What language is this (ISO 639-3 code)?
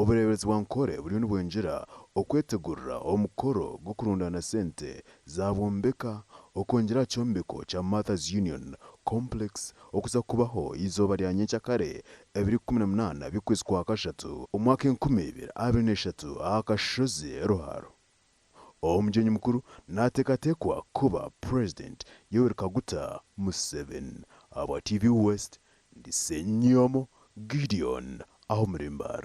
nyn